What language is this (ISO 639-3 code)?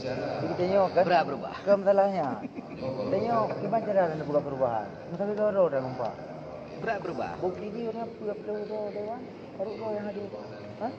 ace